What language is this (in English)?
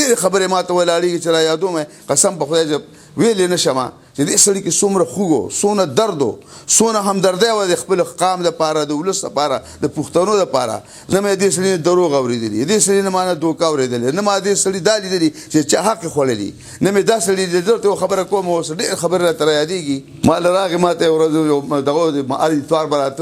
Pashto